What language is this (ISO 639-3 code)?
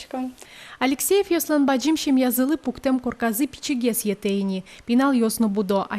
udm